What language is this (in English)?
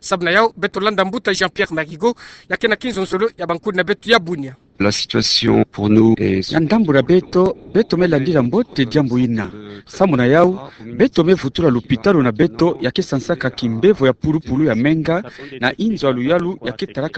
Kituba (Democratic Republic of Congo)